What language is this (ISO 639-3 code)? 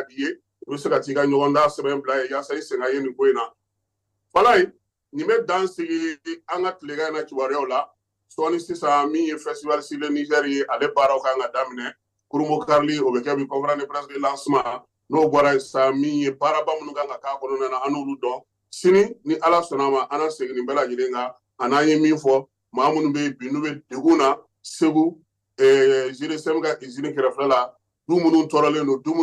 bam